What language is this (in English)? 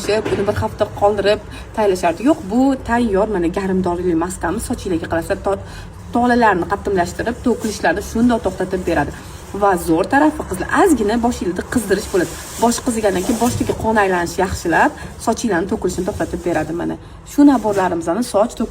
Uzbek